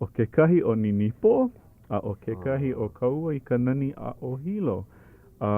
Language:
Hawaiian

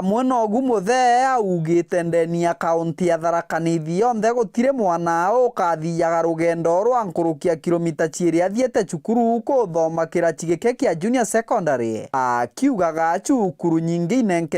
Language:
Meru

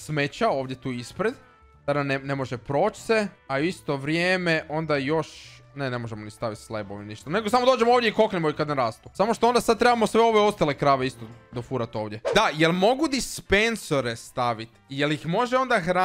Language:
Croatian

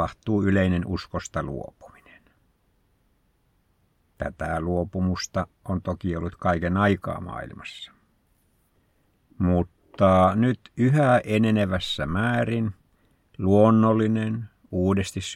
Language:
Finnish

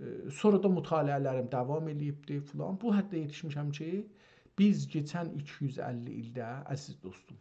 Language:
South Azerbaijani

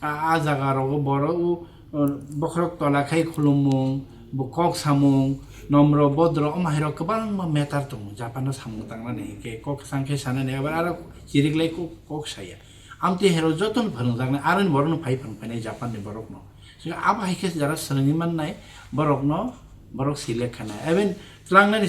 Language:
Kok Borok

